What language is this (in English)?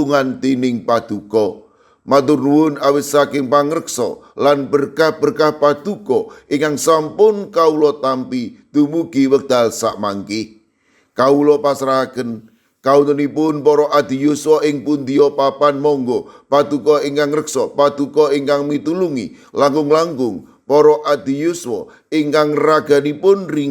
Javanese